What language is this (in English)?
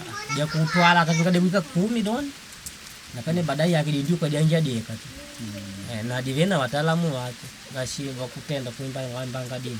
Makonde